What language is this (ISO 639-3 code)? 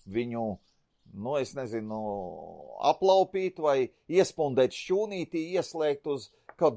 lav